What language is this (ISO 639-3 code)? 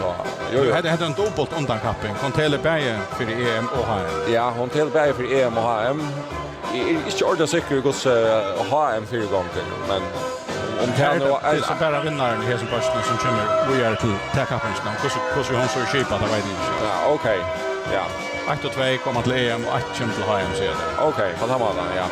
fao